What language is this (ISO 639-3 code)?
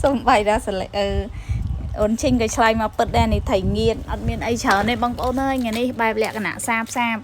khm